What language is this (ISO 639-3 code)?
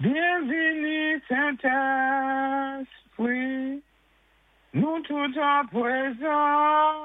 acf